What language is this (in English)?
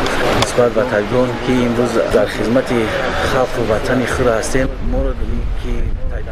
Tajik